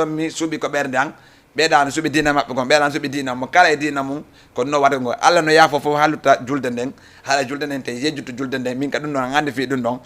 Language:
Fula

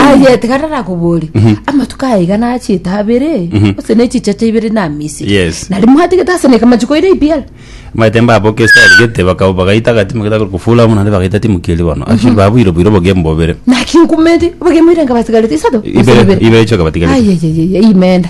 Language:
Gusii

